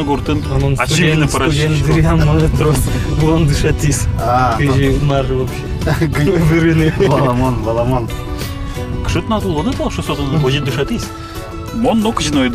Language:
Udmurt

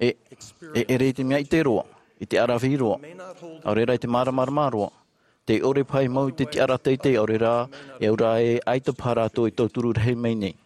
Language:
Tahitian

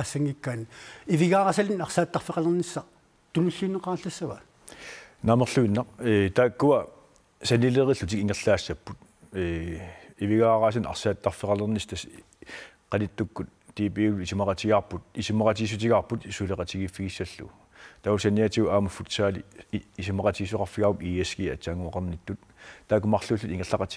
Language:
Kalaallisut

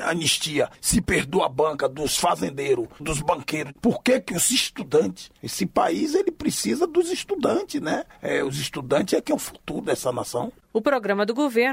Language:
Portuguese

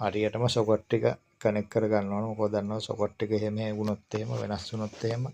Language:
Sinhala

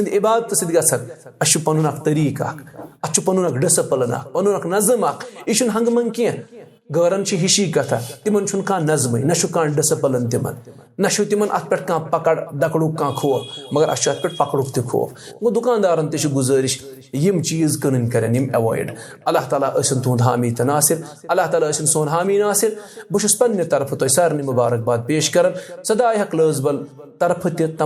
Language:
Kashmiri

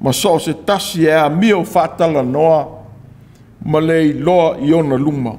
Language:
Samoan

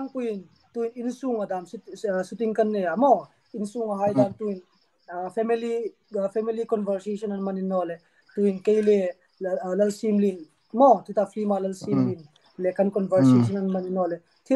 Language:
Hmar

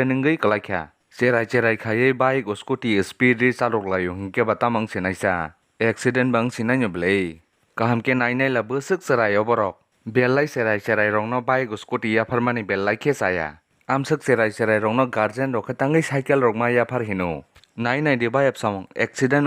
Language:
Kok Borok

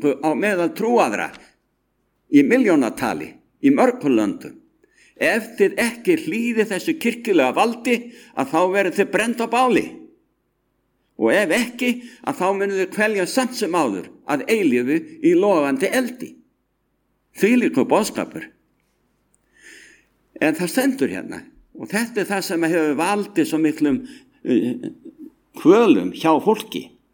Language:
Icelandic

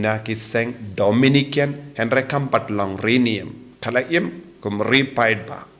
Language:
Khasi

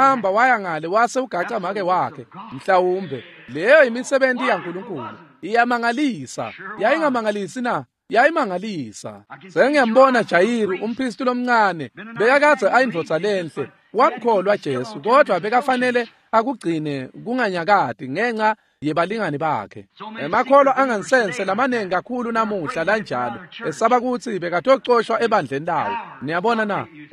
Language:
Swati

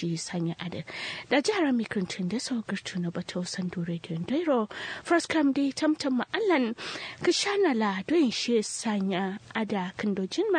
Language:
Kanuri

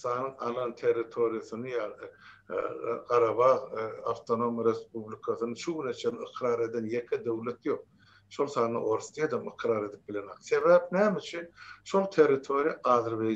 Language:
Turkmen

